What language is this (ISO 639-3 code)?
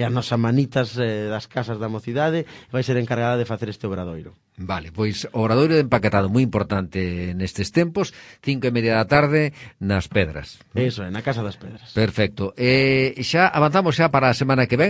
glg